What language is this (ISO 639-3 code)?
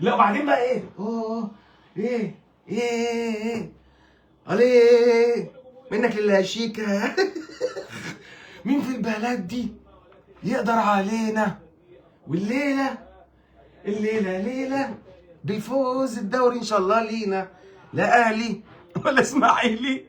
arz